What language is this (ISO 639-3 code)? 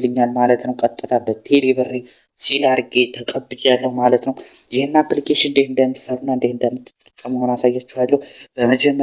amh